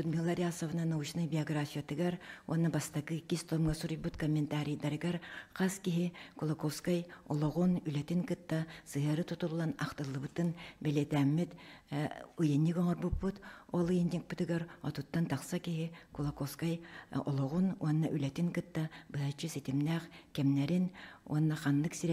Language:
Yakut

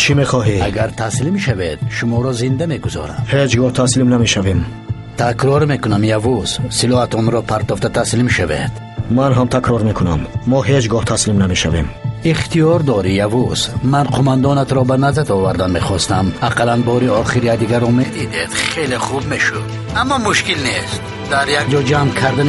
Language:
Tajik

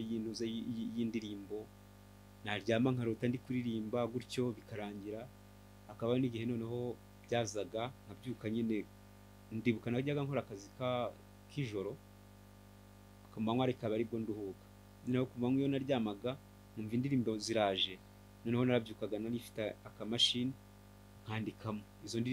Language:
Kinyarwanda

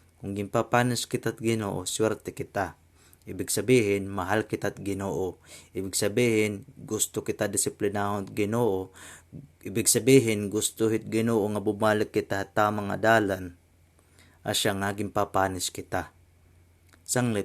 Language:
Waray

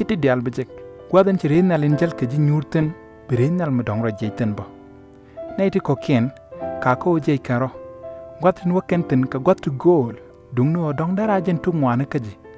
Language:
Nuer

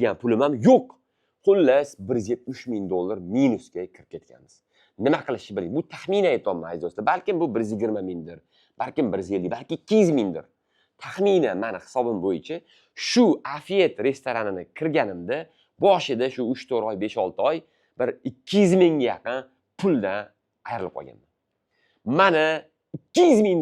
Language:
Uzbek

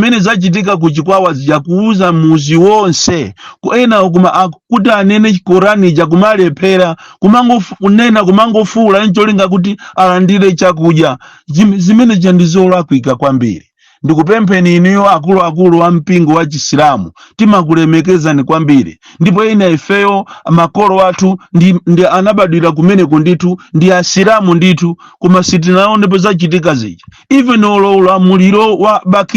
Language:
Nyanja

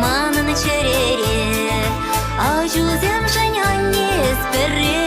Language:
Chuvash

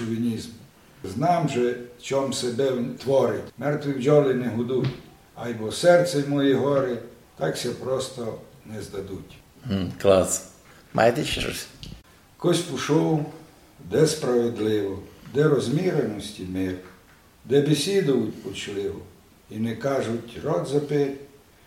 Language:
Rusyn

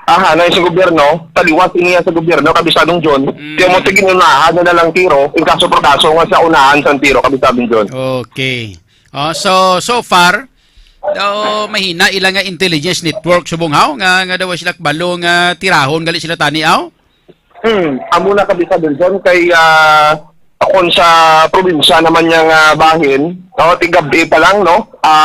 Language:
Hiligaynon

